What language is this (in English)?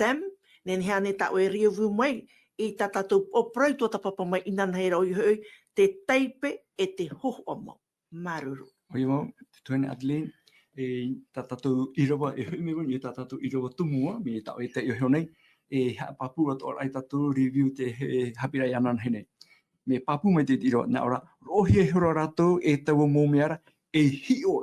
Tahitian